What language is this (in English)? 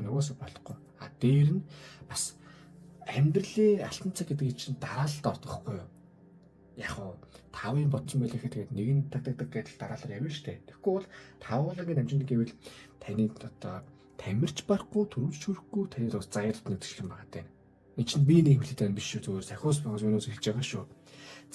Mongolian